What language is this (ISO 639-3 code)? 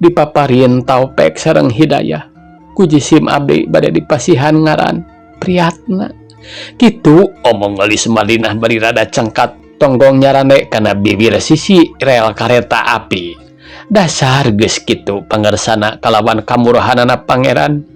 sun